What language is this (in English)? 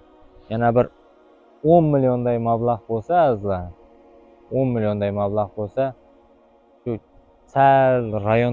Uzbek